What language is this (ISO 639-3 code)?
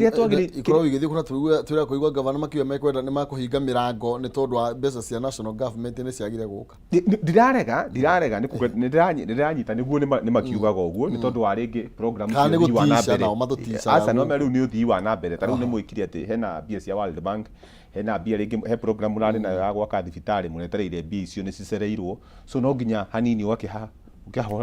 kik